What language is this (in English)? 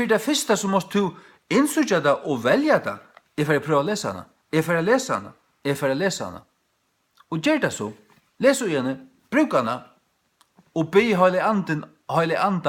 Faroese